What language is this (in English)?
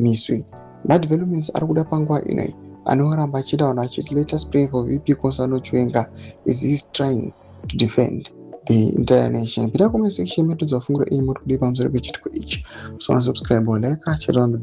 Shona